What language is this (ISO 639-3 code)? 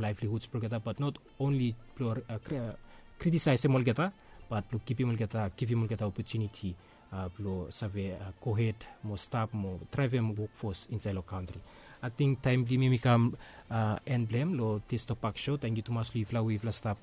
bis